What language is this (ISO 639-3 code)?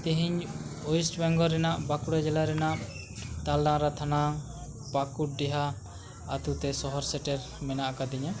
sat